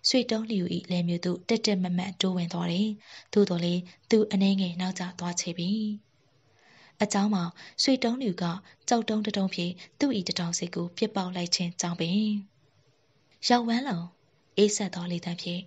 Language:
Burmese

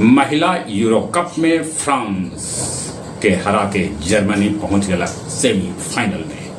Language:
Magahi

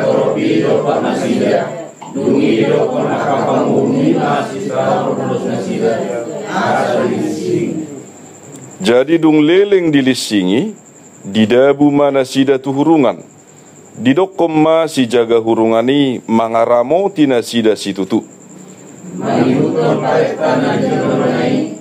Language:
Batak Toba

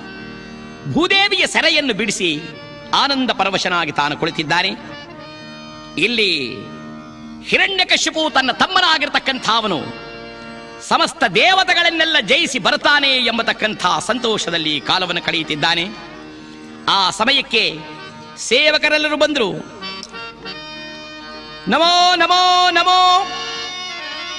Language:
Kannada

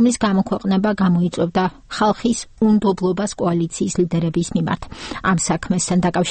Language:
Georgian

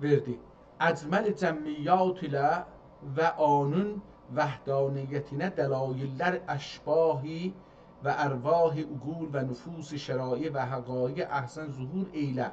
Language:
South Azerbaijani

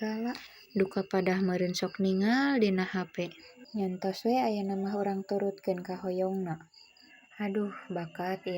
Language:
Sundanese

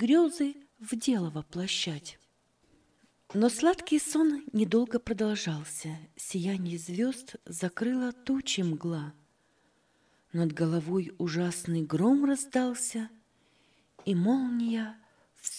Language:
Russian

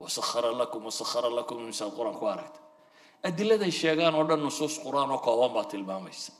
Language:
Somali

